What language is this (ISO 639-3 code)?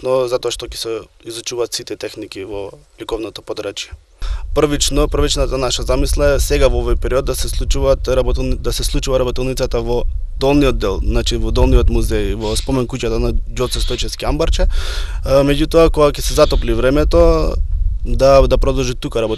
mkd